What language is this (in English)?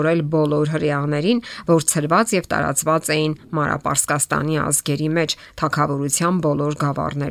Armenian